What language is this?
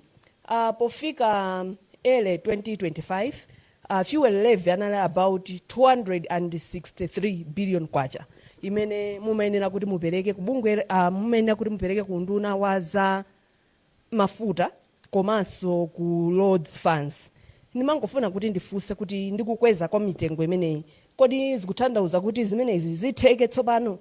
Nyanja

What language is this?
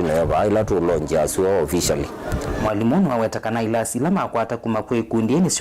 Kamba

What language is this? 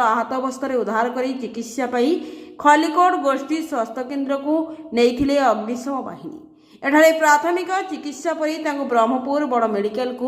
Odia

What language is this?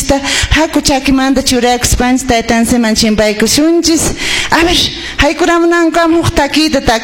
Quechua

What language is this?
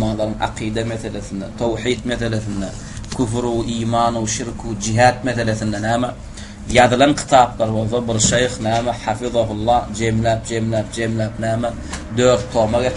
Turkmen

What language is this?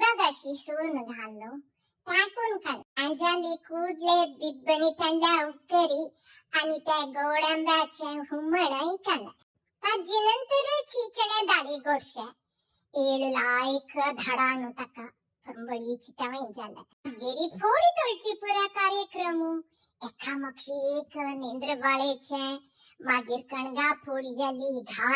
Konkani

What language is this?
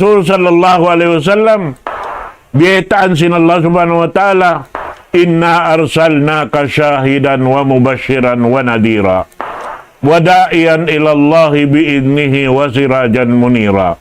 Tausug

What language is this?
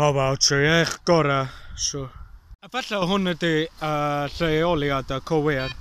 Welsh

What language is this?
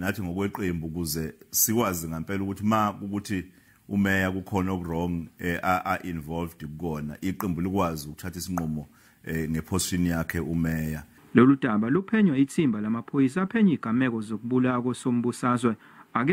Zulu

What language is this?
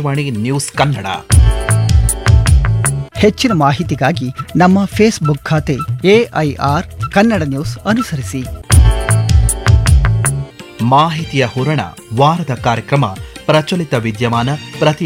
Kannada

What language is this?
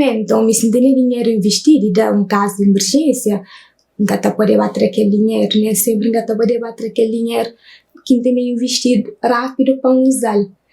Kabuverdianu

